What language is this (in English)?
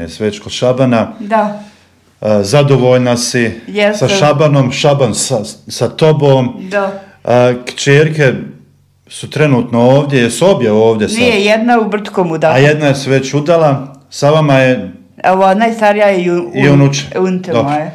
Bosnian